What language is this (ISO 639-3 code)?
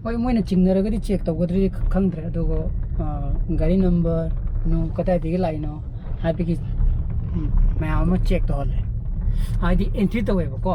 mni